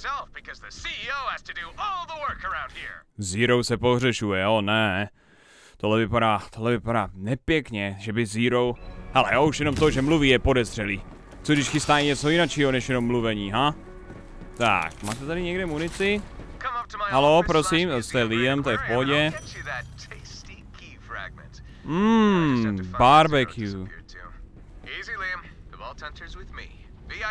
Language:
Czech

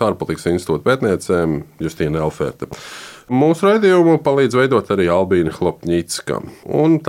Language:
Latvian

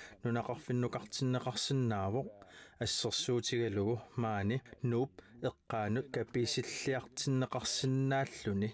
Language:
Kalaallisut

